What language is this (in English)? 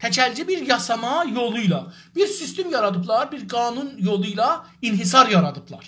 South Azerbaijani